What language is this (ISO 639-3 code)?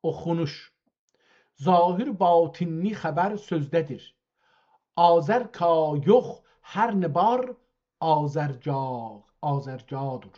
azb